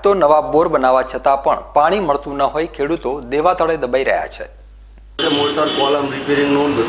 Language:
Gujarati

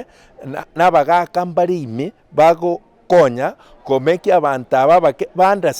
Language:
Gusii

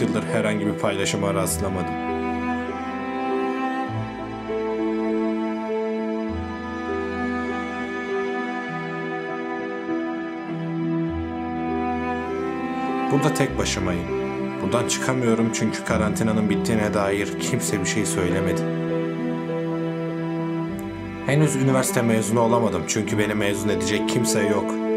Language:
Turkish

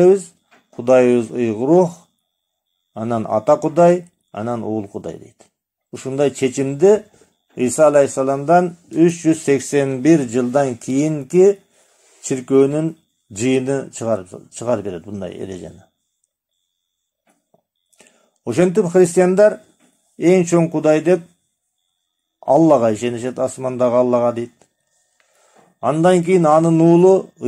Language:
Kyrgyz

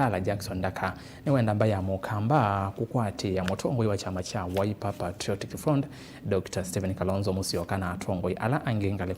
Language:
Kamba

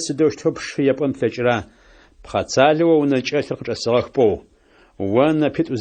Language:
Adyghe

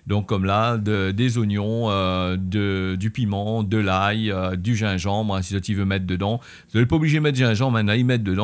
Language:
Réunion Creole French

